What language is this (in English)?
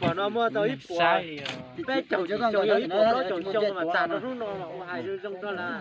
Hmong